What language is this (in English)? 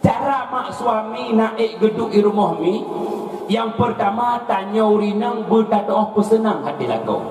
Achinese